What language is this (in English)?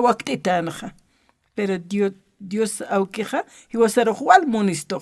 Aymara